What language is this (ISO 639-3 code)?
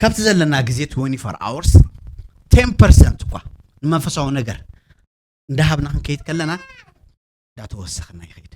tir